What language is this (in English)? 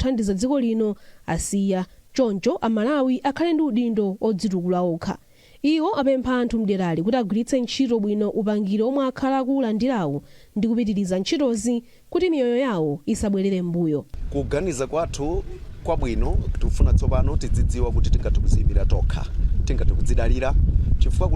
Nyanja